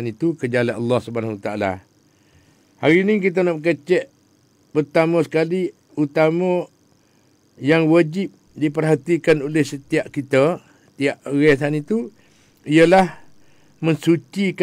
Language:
Malay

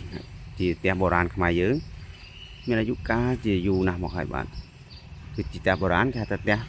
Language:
Khmer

